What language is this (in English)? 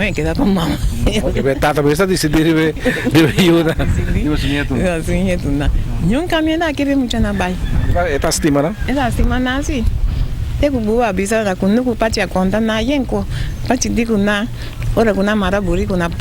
Papiamento